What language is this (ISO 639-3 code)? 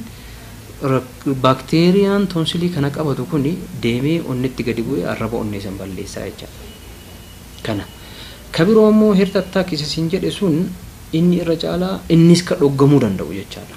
orm